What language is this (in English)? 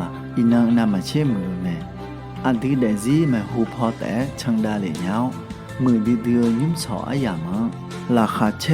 Akha